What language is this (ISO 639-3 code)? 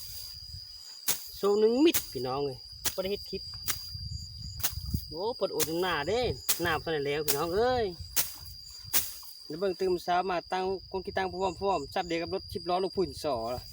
lao